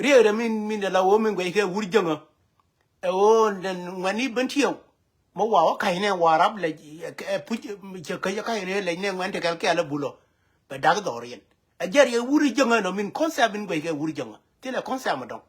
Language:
Nuer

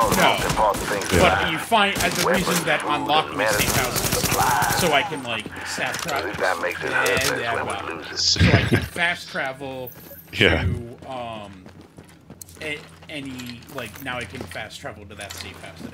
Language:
English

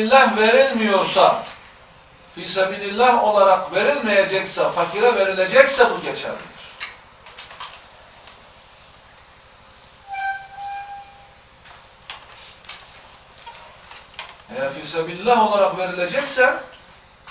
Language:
Turkish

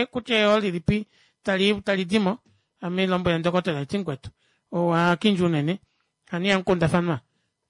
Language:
Kuanyama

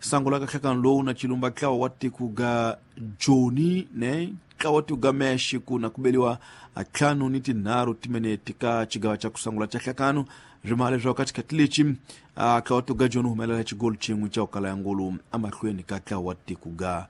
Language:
Tsonga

